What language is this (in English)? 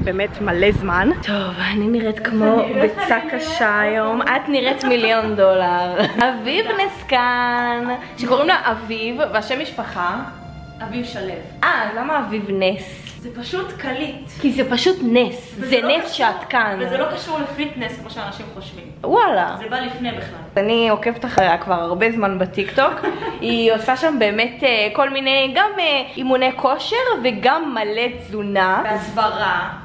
Hebrew